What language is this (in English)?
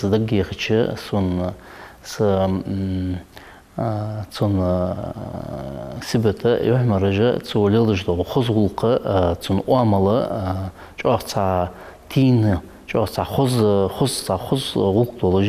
Ingush